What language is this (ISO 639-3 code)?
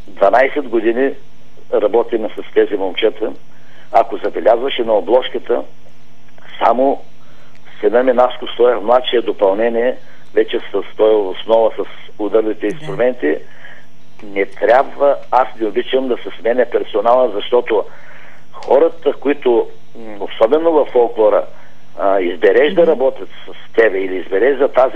bul